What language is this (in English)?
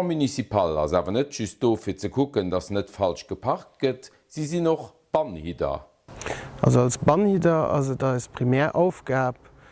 Luxembourgish